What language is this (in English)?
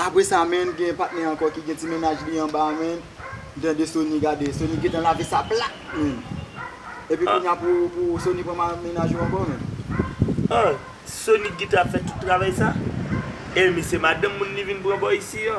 Haitian Creole